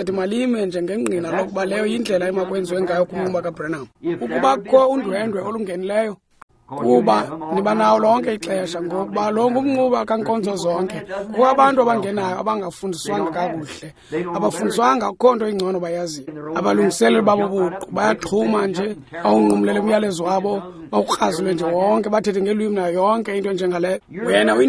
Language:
Xhosa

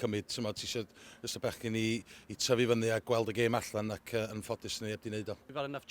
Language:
Welsh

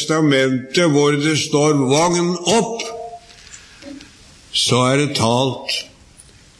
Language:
Norwegian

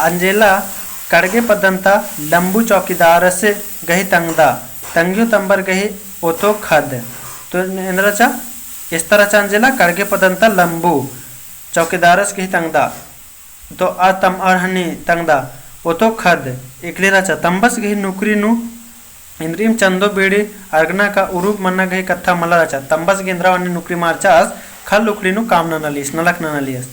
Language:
Kurukh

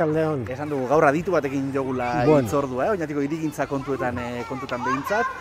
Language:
Basque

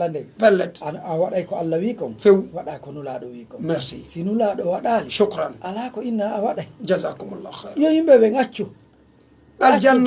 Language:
Pular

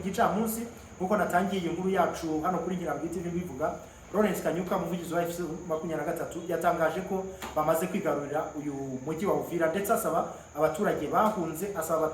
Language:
Kinyarwanda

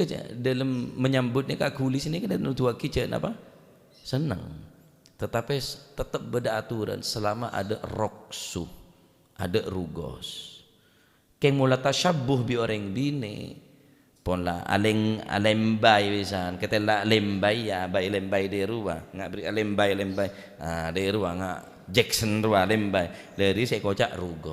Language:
Madurese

